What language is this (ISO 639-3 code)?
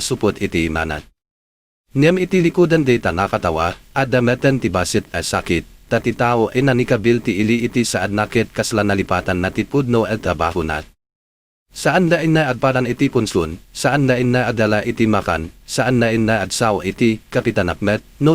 ilo